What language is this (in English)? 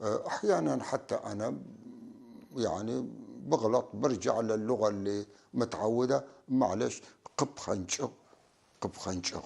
North Levantine Arabic